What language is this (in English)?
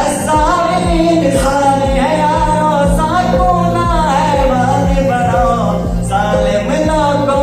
Saraiki